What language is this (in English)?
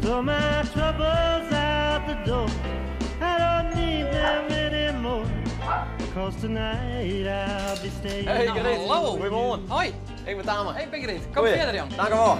Western Frisian